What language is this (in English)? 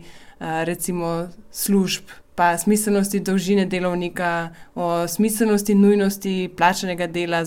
Slovenian